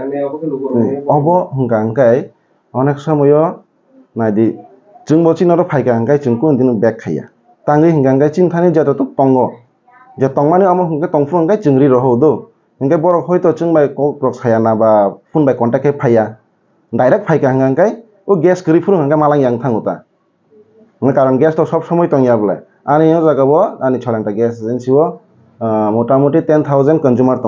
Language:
Riang (India)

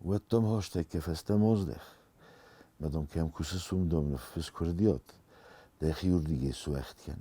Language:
Ossetic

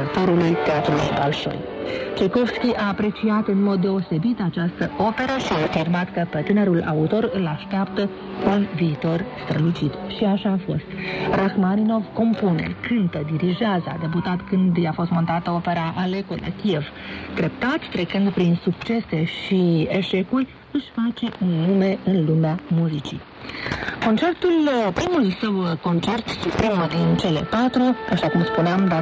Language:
Romanian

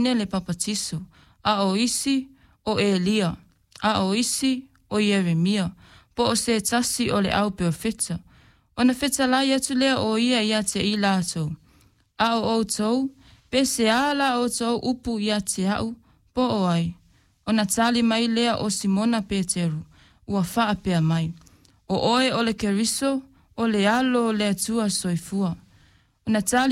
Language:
Samoan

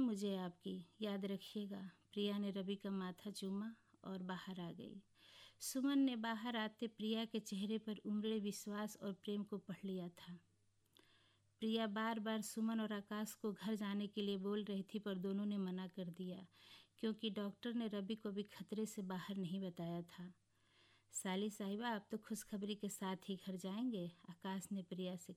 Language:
Hindi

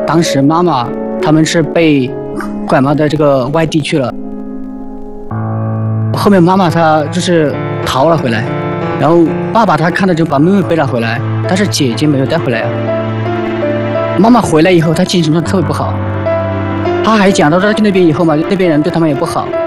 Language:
Chinese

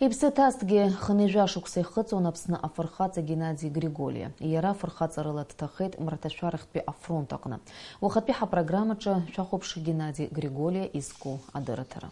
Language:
Abkhazian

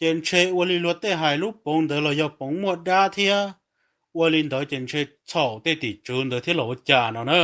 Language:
Hmong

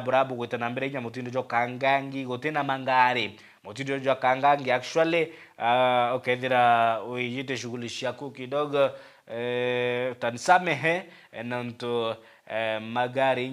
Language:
Meru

